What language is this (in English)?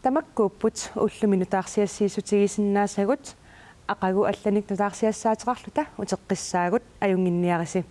Kalaallisut